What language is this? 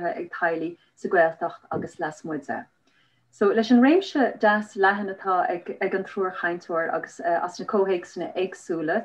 Irish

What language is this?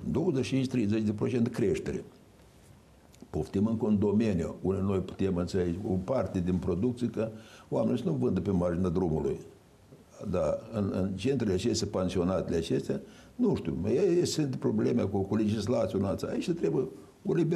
Romanian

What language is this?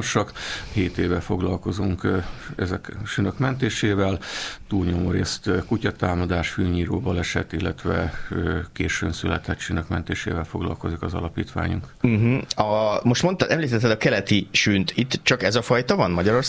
Hungarian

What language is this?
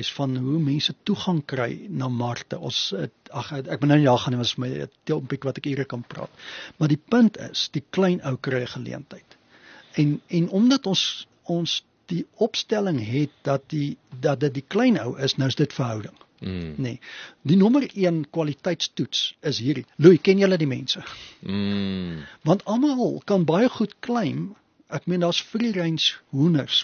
Afrikaans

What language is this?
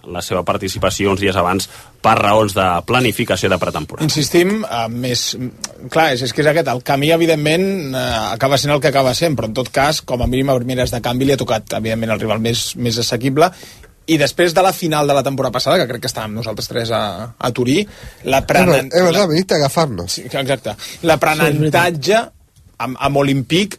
Catalan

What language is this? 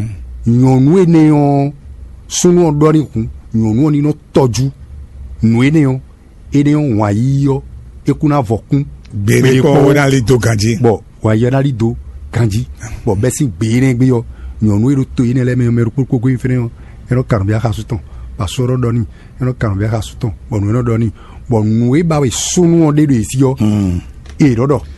Fon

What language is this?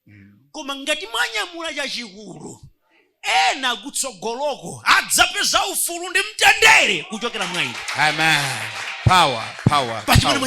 Nyanja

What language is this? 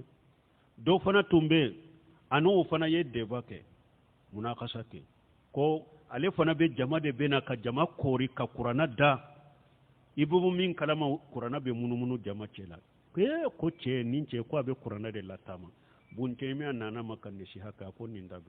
Bambara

